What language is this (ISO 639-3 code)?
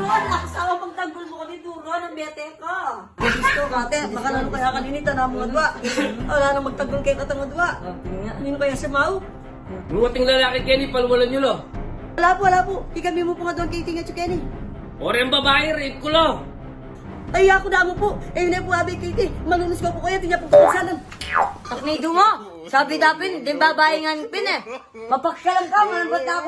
pam